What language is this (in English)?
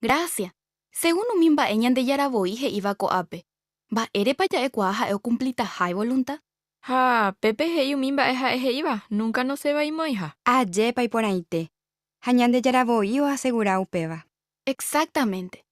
Guarani